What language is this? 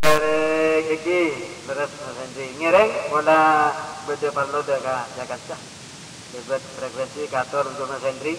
Madurese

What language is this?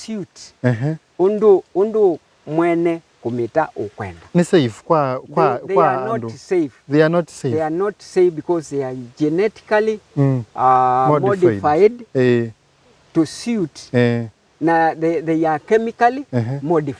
Kamba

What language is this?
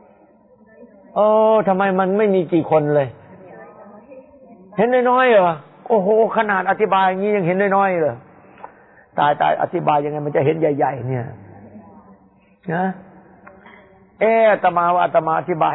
Thai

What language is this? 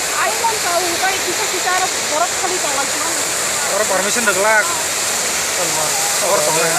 Kok Borok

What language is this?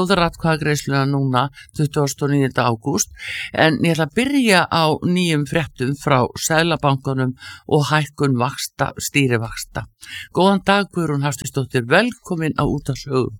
Icelandic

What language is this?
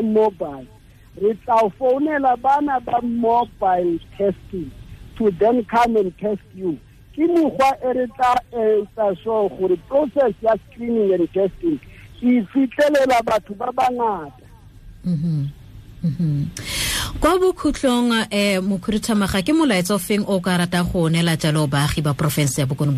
Tswana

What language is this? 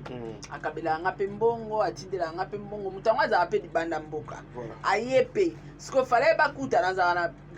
Lingala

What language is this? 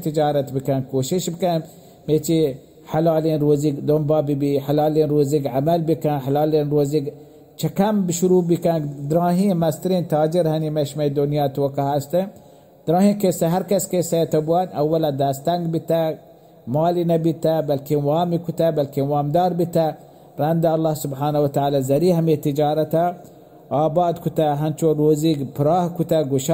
Baluchi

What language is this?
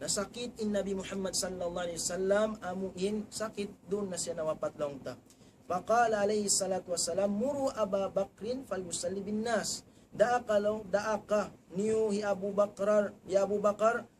Tausug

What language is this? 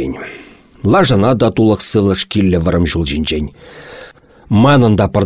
Chuvash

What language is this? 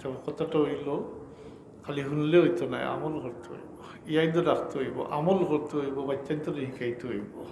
Sylheti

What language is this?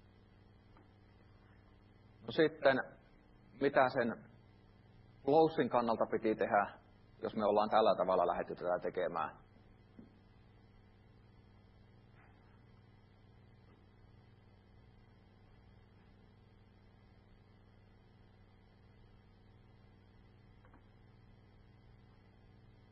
Finnish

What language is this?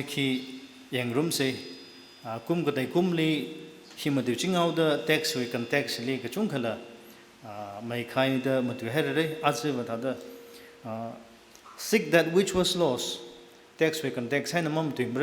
Tangkhul Naga (India)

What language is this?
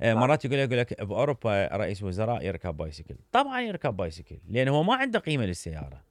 Mesopotamian Arabic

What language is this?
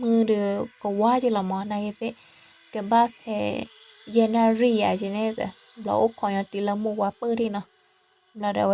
S'gaw Karen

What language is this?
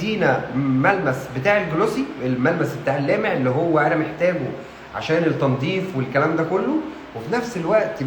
Egyptian Arabic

